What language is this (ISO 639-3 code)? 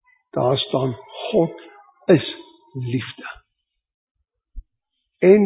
afr